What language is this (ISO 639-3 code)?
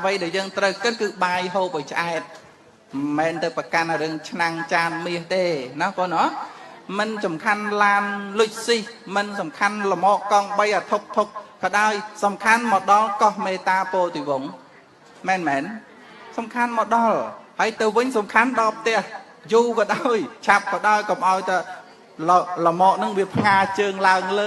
khm